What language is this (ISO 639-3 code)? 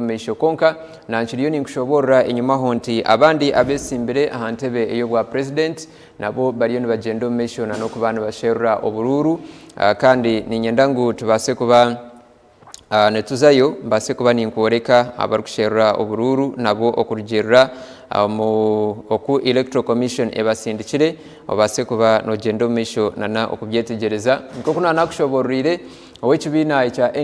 nyn